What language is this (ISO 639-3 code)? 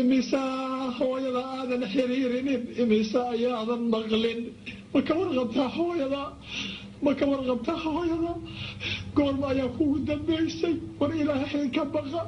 som